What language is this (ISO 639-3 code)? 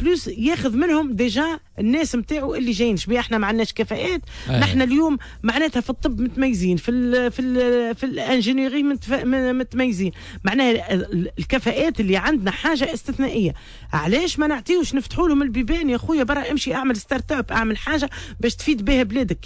aeb